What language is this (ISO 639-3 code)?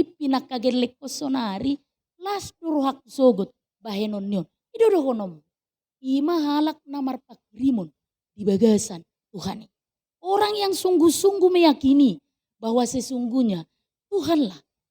bbc